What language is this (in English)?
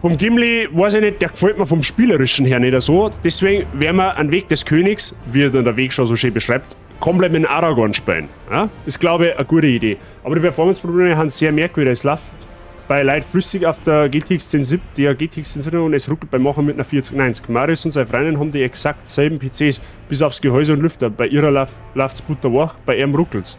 Bavarian